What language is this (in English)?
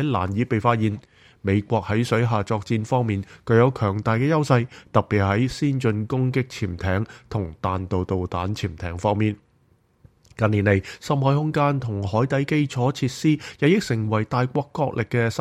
Cantonese